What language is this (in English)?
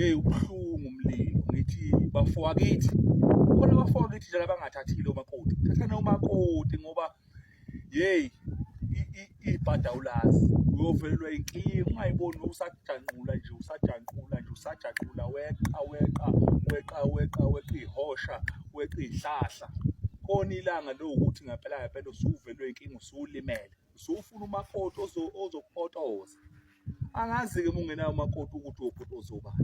Zulu